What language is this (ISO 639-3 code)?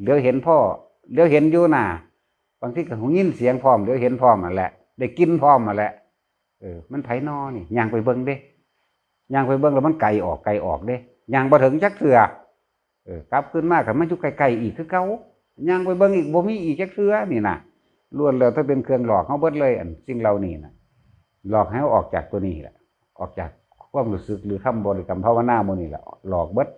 tts